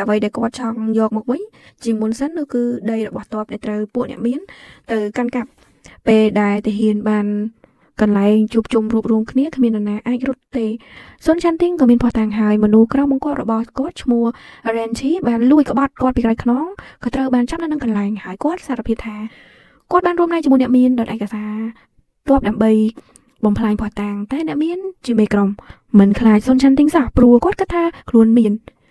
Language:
Khmer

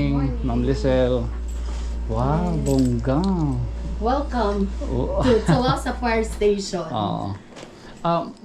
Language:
Waray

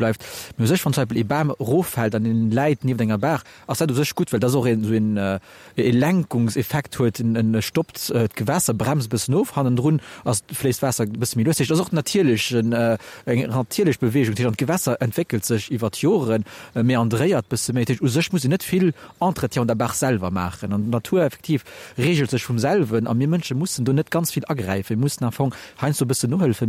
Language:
Luxembourgish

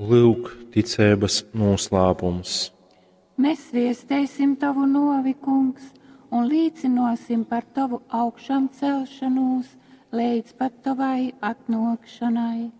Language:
Latgalian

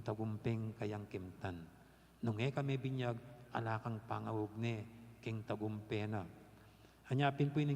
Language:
Pampanga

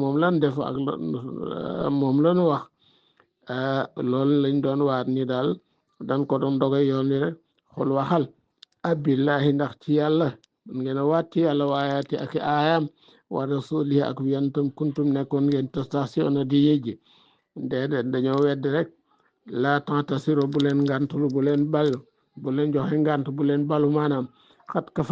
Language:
Wolof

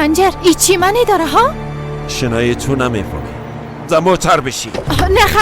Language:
Persian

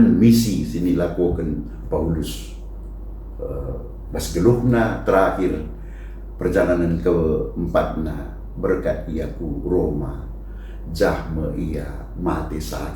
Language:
Batak Karo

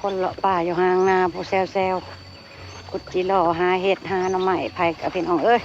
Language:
Northeastern Thai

